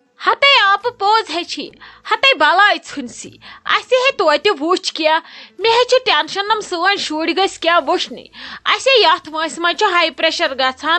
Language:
Kashmiri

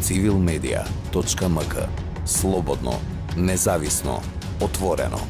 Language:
Macedonian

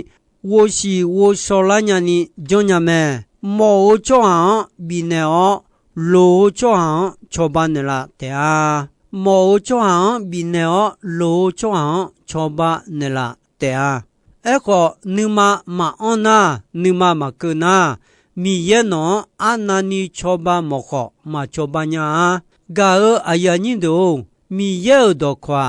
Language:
Akha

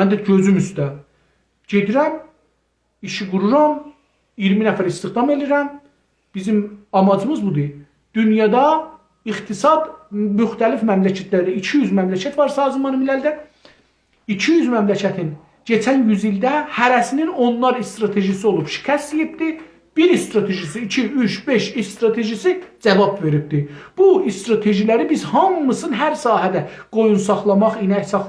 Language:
South Azerbaijani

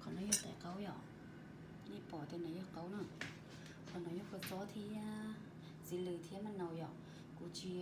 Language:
Hmong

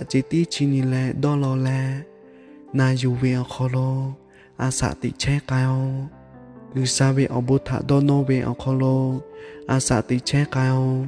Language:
Lahu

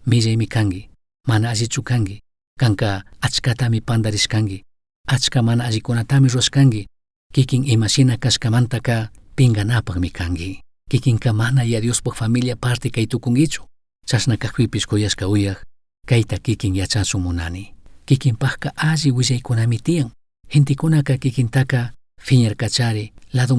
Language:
Chimborazo Highland Quichua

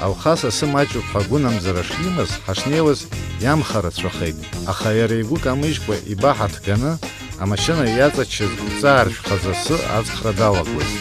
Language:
Abkhazian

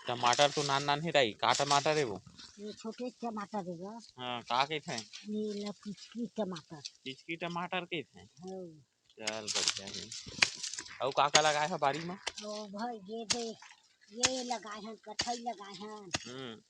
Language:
Chhattisgarhi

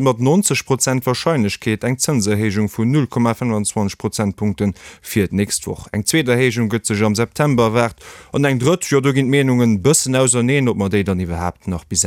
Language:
Luxembourgish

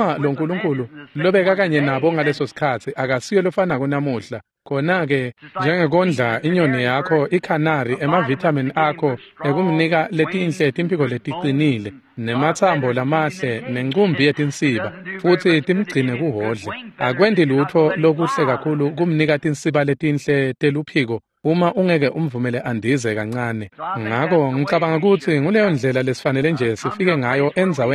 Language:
Swati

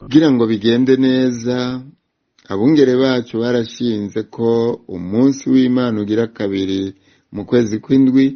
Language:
Rundi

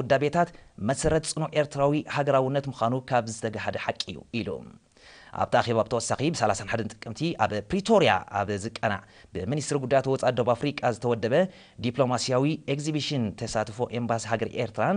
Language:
Tigrinya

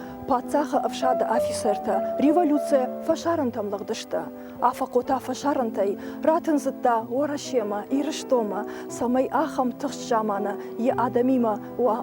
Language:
Ossetic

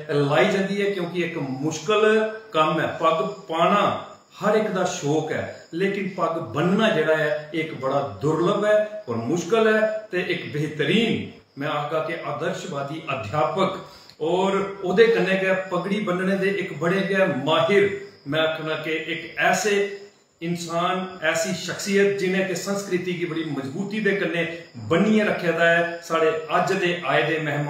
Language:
Dogri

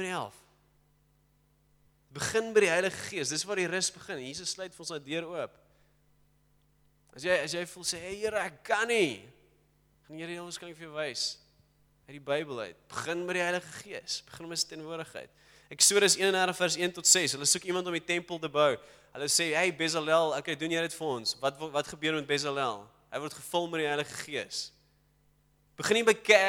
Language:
Afrikaans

